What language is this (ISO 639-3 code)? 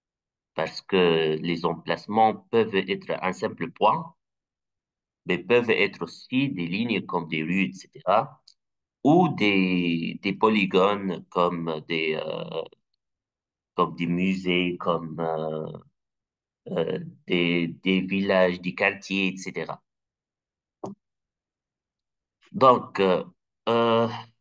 fra